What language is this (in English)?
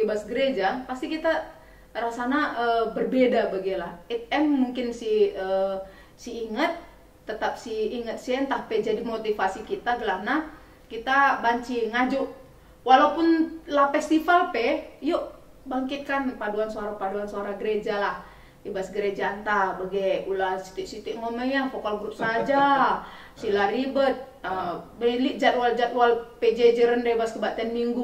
Batak Karo